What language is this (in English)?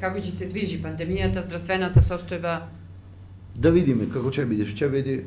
Macedonian